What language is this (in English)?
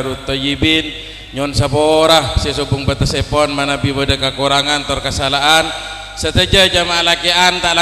Madurese